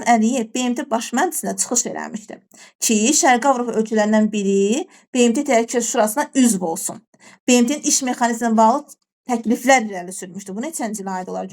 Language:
Azerbaijani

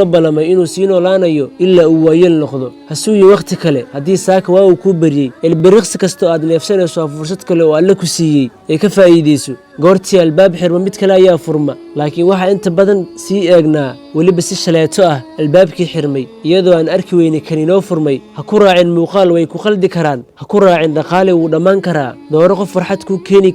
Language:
Somali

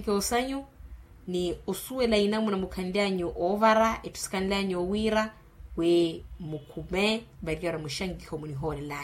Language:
Makhuwa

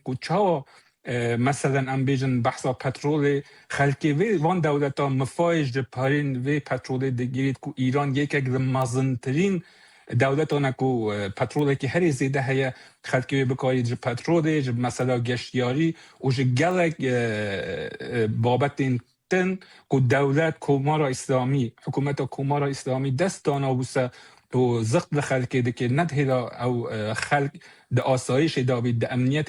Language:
Kurdish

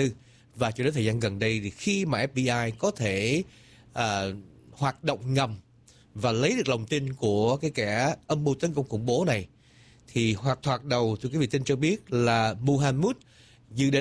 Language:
Vietnamese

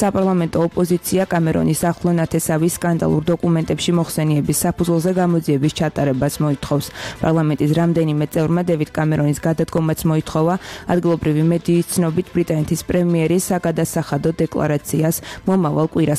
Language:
Georgian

